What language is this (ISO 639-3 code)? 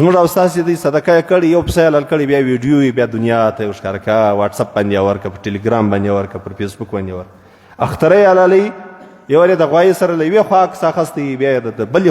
pus